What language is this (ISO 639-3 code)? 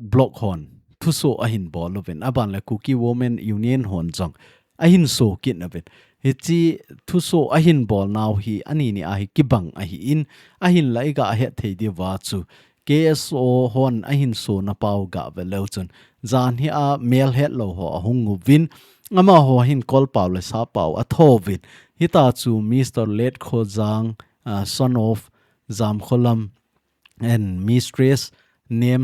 tcz